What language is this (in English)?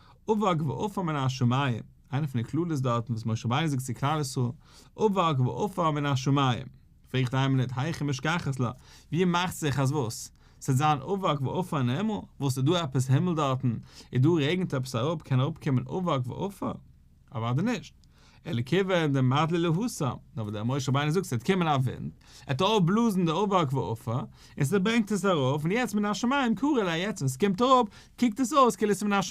Yiddish